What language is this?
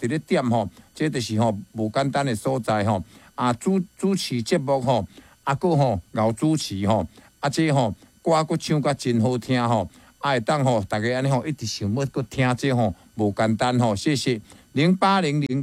Min Nan Chinese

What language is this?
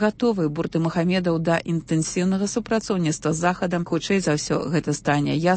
Belarusian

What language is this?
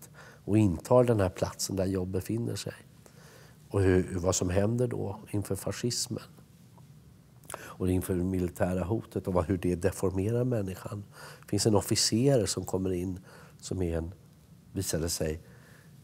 Swedish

